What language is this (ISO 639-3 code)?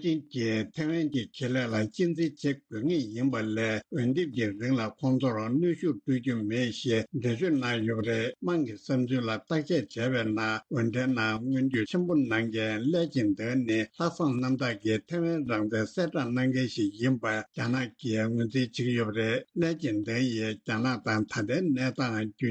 bod